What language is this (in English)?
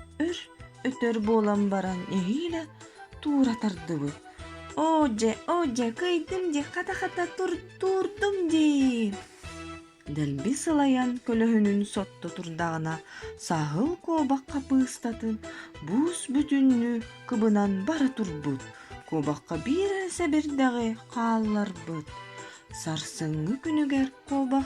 Yakut